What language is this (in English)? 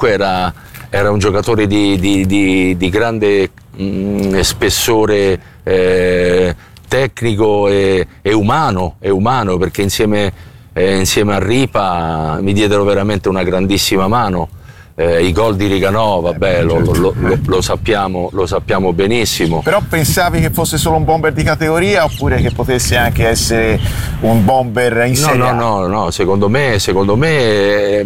Italian